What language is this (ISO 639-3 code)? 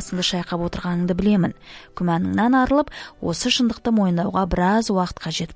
kaz